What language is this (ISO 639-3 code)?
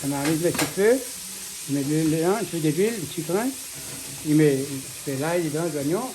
rcf